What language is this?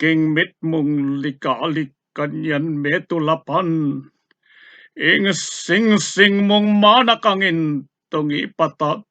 Pampanga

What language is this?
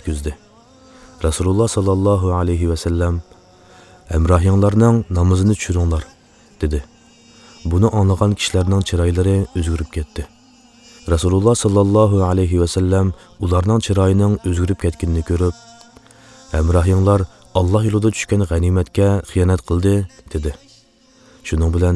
Uyghur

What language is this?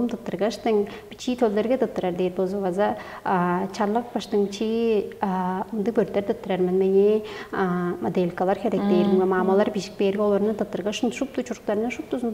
Tuvinian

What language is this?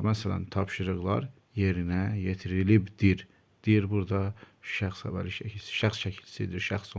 Azerbaijani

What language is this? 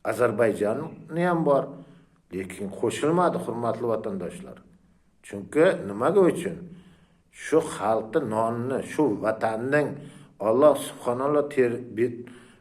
Uzbek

